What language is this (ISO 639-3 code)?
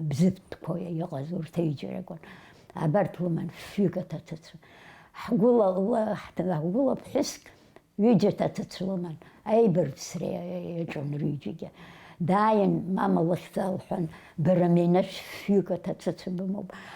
abk